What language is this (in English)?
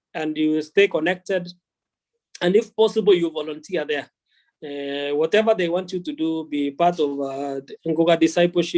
Kalenjin